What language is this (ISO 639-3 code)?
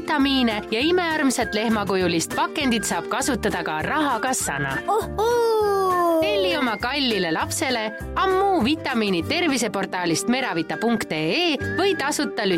est